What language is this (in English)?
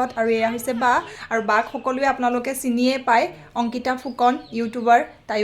Assamese